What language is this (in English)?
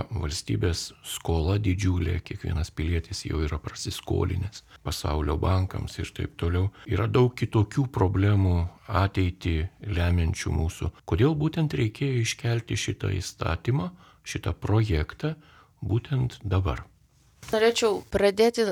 Lithuanian